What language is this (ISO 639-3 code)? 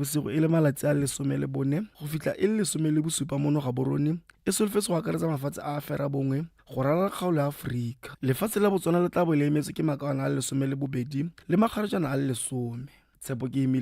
tsn